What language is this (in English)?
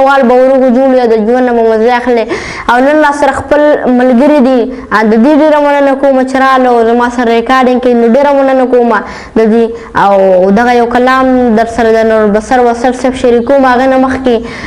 Pashto